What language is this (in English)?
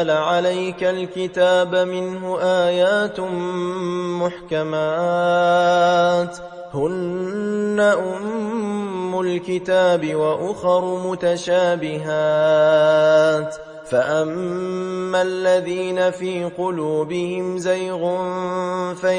Arabic